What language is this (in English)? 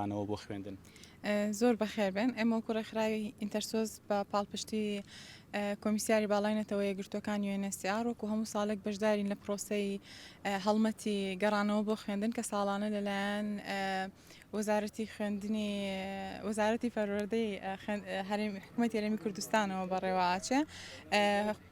Central Kurdish